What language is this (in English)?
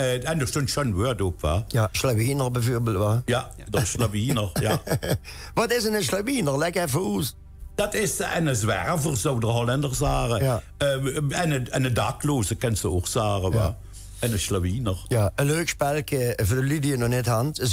Limburgish